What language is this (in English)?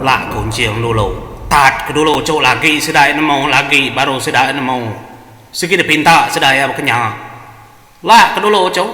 Iban